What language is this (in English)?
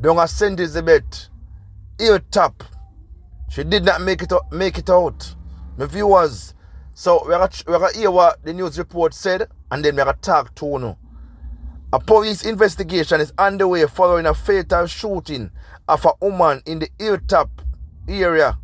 Jamaican Creole English